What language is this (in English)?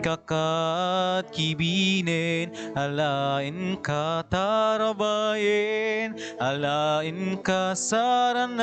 Iloko